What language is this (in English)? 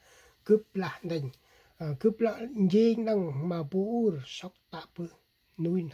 Central Mnong